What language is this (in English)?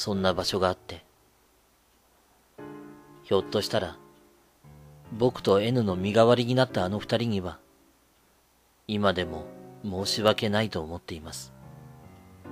Japanese